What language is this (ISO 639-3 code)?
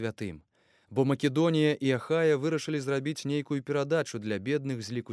bel